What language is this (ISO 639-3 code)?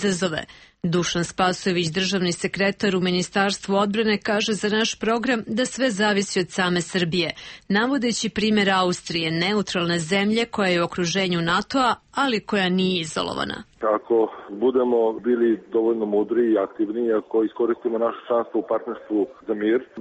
srp